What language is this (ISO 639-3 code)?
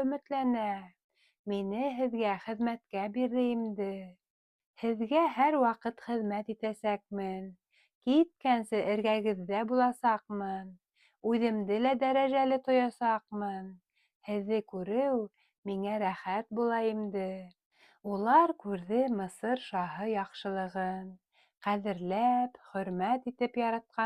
bak